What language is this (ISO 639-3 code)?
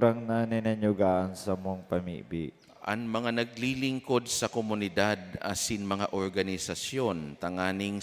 bik